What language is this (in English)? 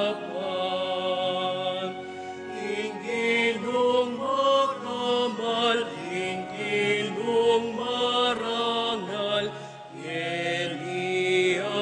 Pampanga